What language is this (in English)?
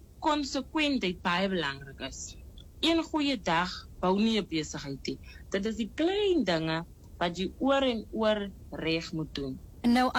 Afrikaans